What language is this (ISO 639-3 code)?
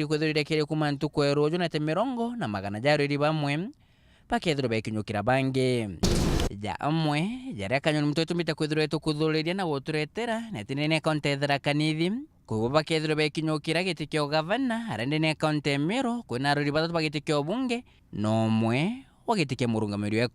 mer